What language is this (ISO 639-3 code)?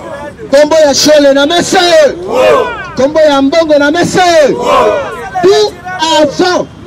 lin